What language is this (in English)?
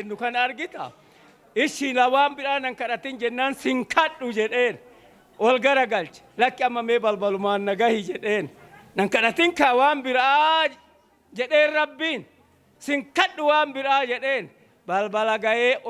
Oromo